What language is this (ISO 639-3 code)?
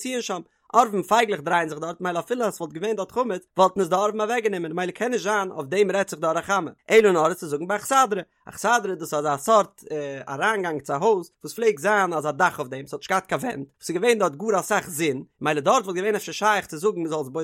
yid